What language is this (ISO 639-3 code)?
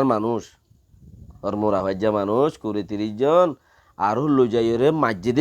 rhg